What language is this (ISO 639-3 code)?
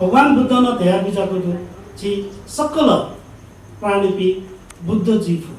new